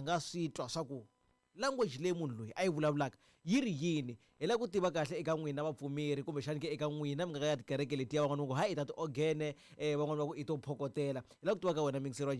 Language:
Tsonga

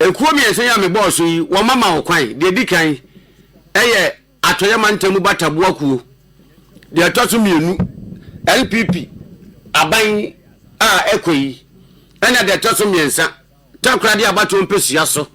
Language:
Akan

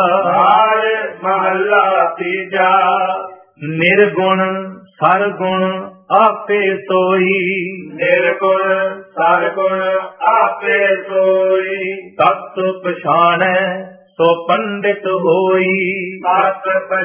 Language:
Punjabi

